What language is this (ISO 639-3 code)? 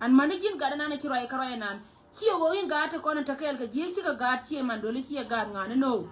nus